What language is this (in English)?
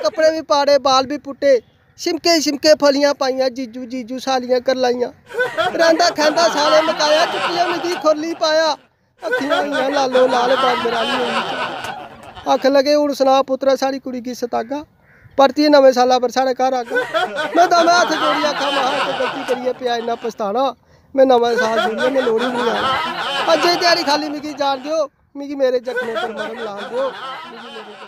Dogri